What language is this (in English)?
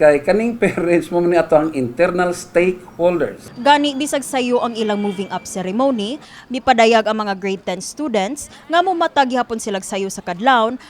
Cebuano